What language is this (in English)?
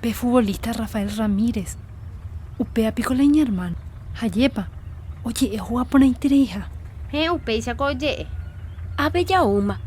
Guarani